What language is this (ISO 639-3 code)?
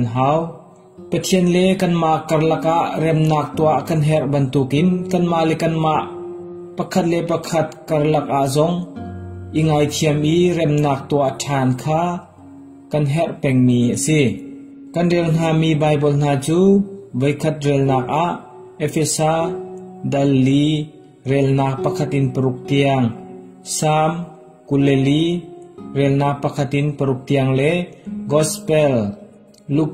cnh